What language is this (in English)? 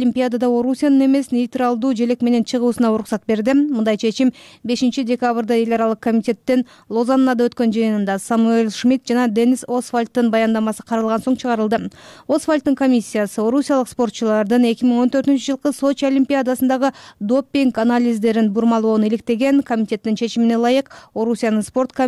Kyrgyz